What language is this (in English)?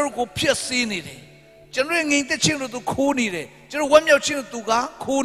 Burmese